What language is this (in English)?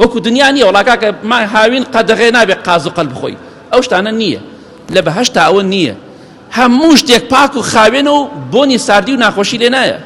Central Kurdish